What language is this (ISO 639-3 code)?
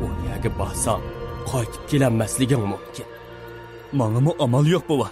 uig